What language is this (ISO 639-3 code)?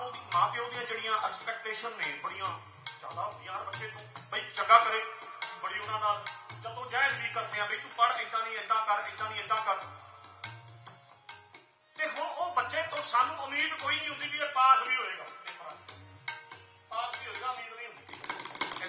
pan